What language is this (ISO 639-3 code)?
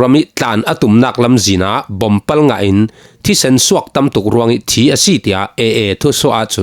cfm